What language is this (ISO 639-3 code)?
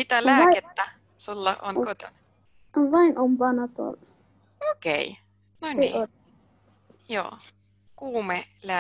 fin